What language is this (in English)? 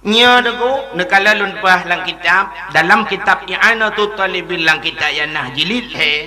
Achinese